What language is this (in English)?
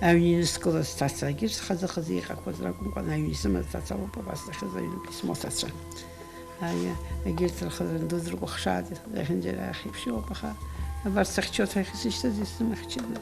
Abkhazian